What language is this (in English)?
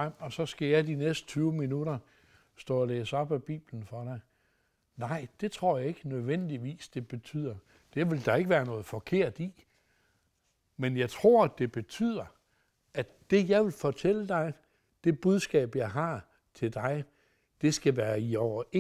Danish